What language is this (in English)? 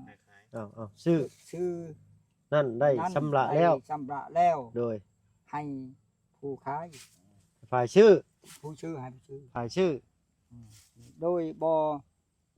Lao